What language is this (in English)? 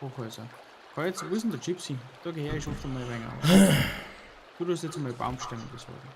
Bavarian